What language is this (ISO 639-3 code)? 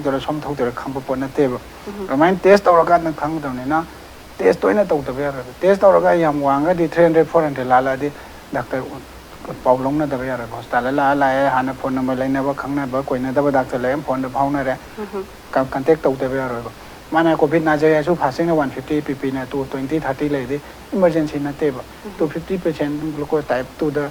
mni